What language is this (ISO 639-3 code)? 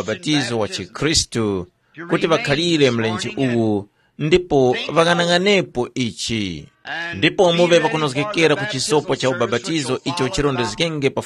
tum